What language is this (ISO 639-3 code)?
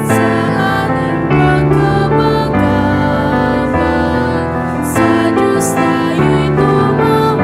bik